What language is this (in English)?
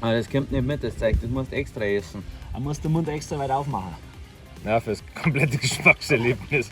Bavarian